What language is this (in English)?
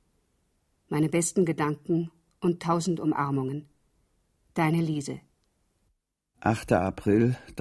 German